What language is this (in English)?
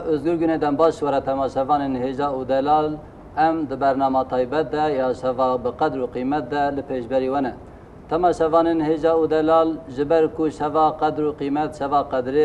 Kurdish